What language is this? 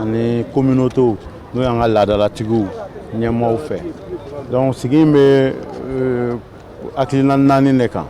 Bambara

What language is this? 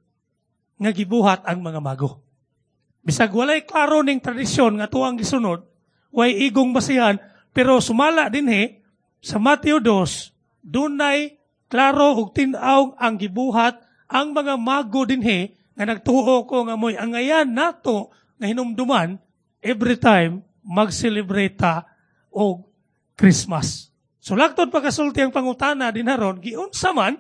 Cebuano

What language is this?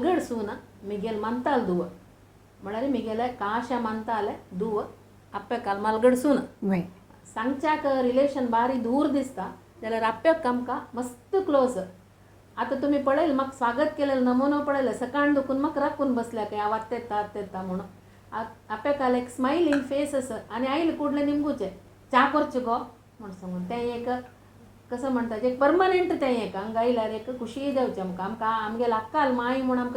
Konkani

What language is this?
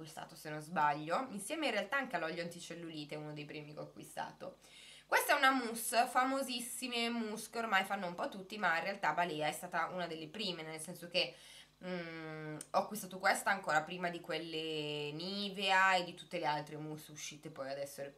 Italian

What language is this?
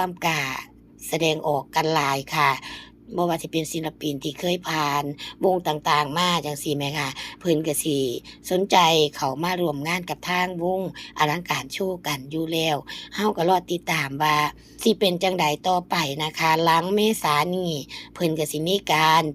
Northeastern Thai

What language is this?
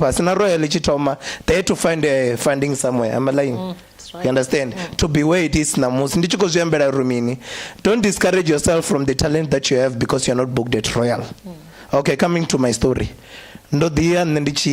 Venda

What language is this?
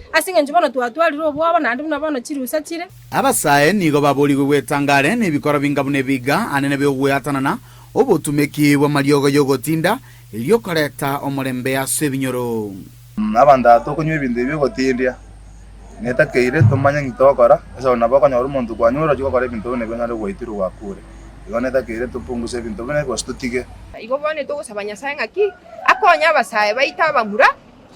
Gusii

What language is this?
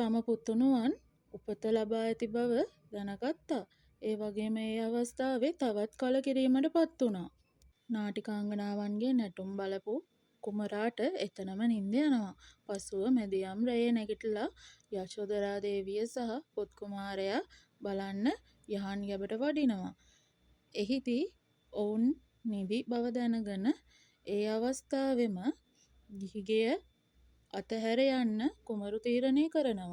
Sinhala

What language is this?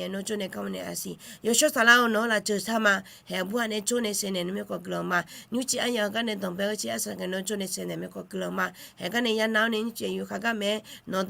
Akha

